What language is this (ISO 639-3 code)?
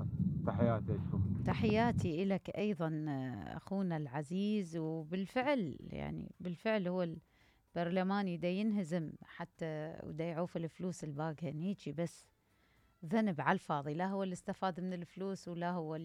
acm